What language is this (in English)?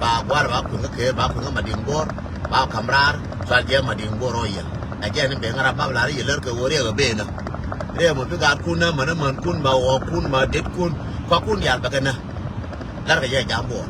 Nuer